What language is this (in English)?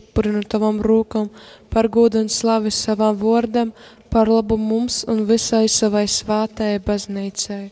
Latgalian